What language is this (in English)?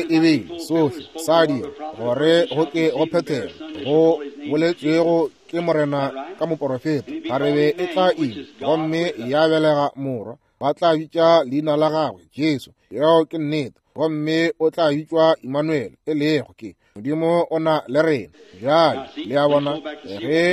Northern Sotho